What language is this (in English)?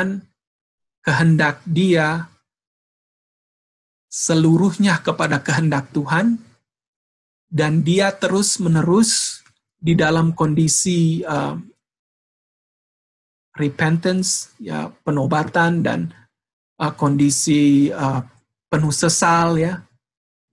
Indonesian